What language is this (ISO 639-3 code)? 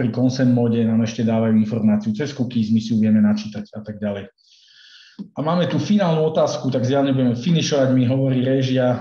slk